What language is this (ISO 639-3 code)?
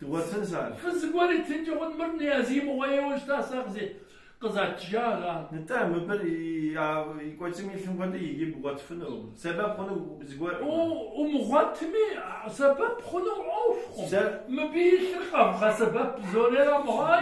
kbd